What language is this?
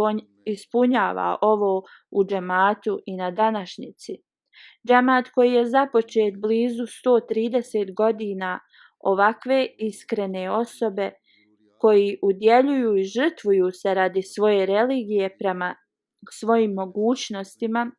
Bosnian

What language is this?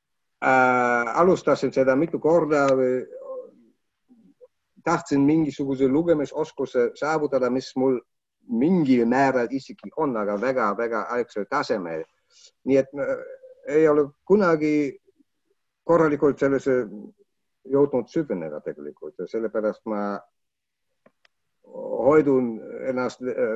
Estonian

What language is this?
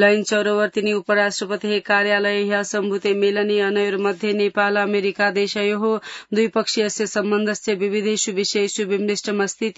Sanskrit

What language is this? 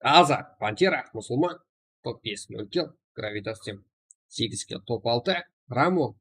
Kara-Kalpak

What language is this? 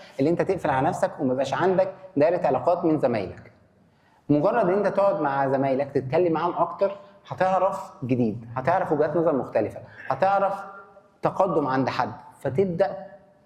Egyptian Arabic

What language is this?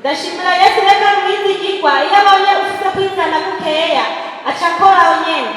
Rundi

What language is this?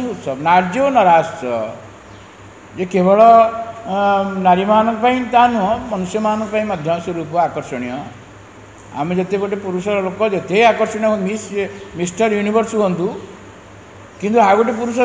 Odia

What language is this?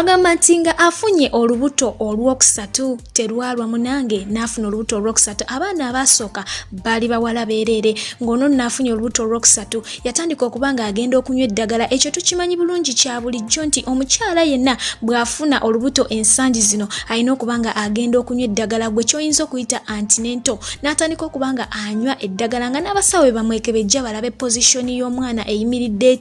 Ganda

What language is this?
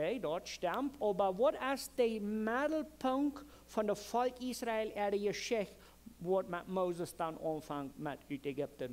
Plautdietsch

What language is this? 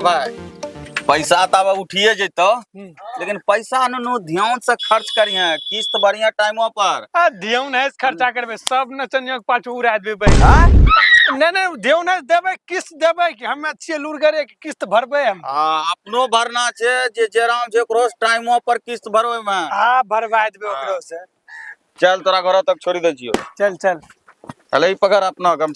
Maithili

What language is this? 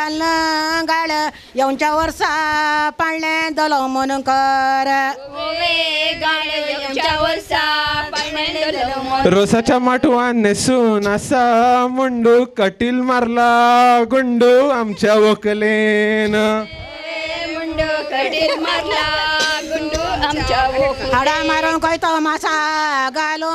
Konkani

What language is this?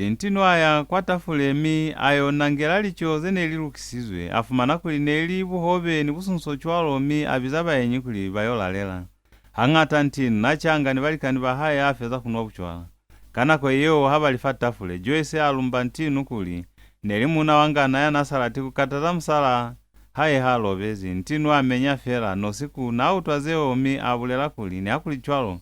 Lozi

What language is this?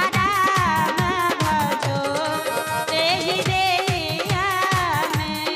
Maithili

